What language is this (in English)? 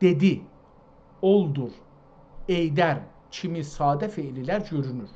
South Azerbaijani